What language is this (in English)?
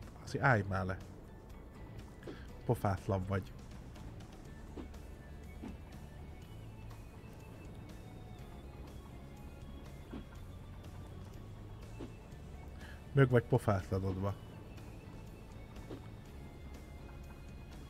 Hungarian